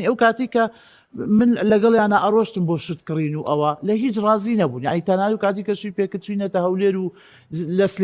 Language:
Central Kurdish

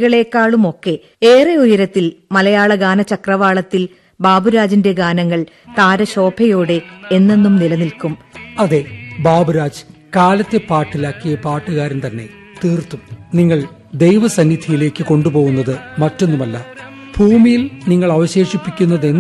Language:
Malayalam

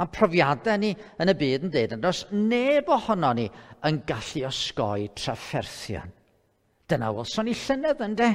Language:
Welsh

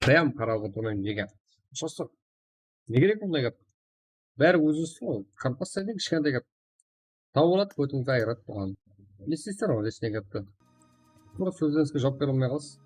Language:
Kara-Kalpak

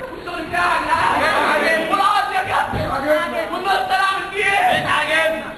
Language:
Egyptian Arabic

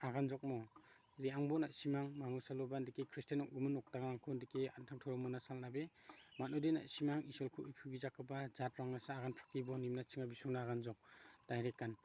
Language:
Garo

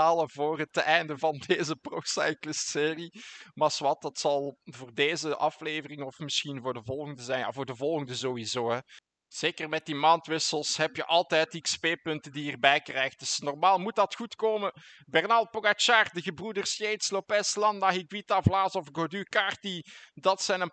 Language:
Dutch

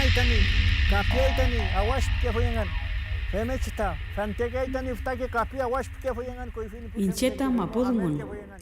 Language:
Mapuche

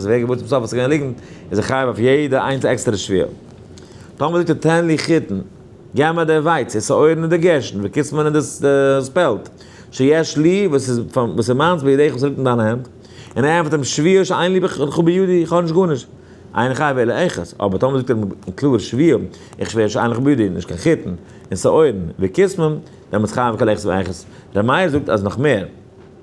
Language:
Yiddish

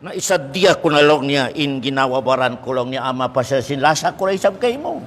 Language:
Tausug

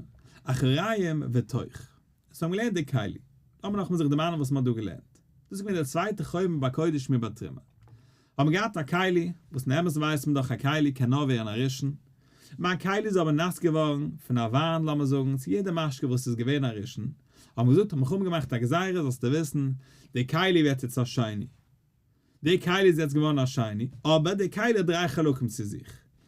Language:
Yiddish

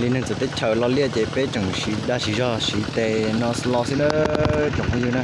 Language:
Hmong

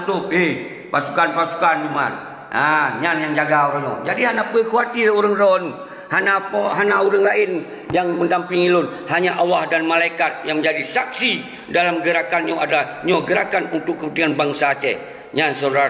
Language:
Achinese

